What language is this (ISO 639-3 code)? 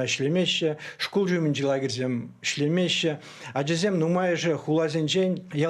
chv